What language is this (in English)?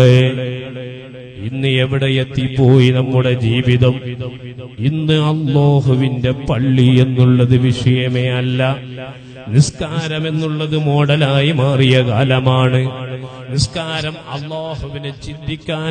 Malayalam